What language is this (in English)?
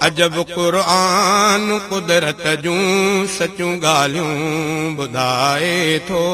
Sindhi